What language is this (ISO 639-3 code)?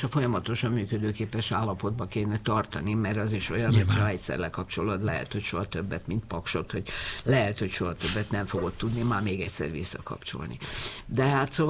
hun